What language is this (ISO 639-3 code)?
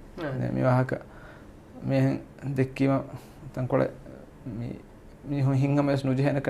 div